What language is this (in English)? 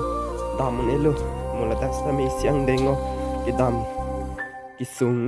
Karbi